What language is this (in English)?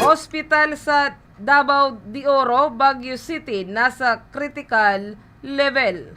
Bikol